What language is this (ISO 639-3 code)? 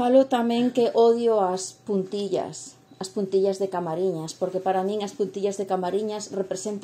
glg